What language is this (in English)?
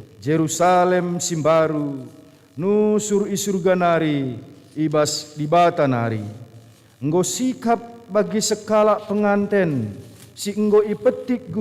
Batak Karo